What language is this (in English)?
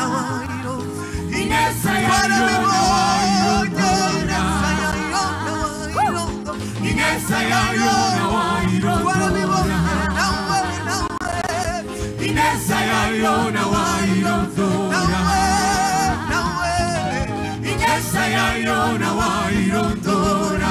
Kinyarwanda